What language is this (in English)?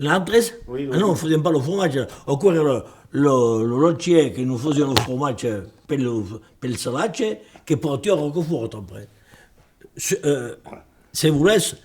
Occitan